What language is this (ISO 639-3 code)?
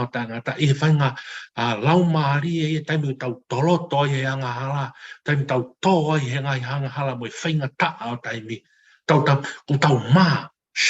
ton